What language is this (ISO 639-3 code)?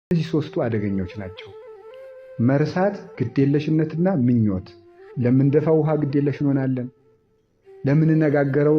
amh